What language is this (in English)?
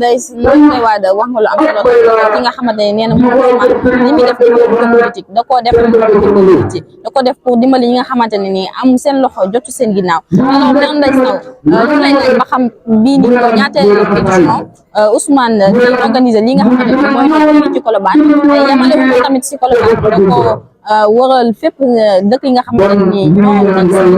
Wolof